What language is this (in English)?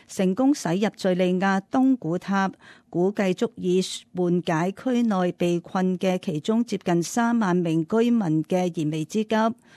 Cantonese